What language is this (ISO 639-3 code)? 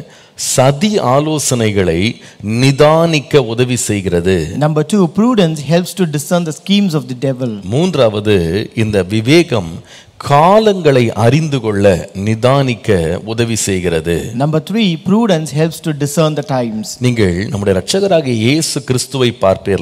tam